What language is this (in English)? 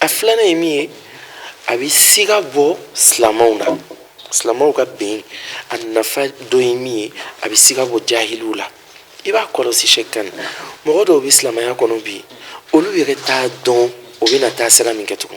Bambara